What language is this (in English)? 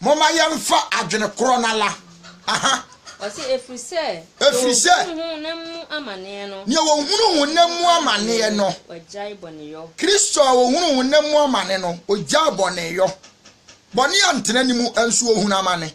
Akan